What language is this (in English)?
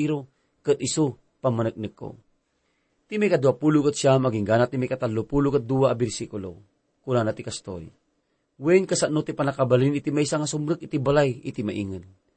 Iloko